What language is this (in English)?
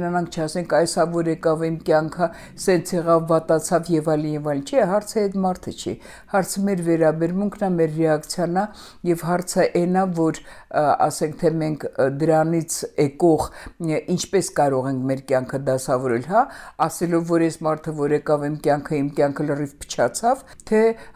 Armenian